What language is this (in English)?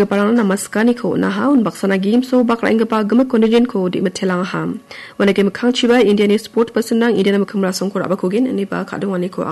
Garo